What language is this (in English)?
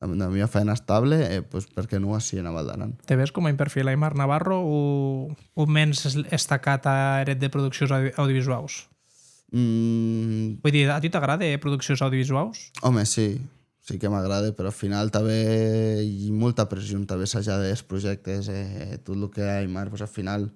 Occitan